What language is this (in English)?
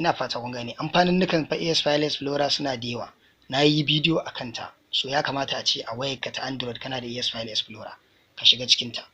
Hausa